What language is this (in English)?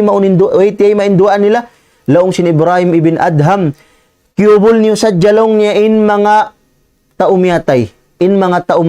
Tausug